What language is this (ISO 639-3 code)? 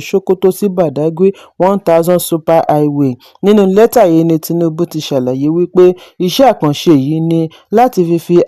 yor